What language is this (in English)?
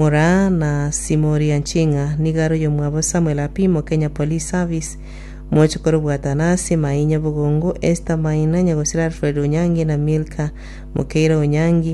Gusii